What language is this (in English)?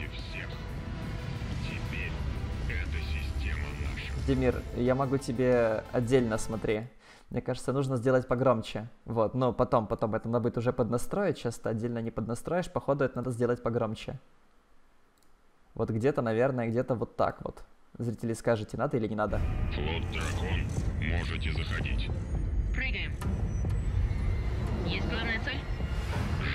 Russian